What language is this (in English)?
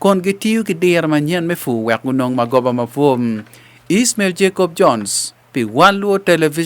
Acoli